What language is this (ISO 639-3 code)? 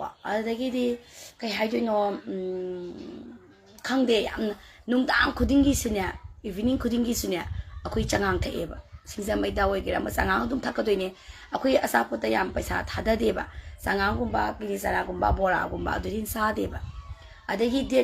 mni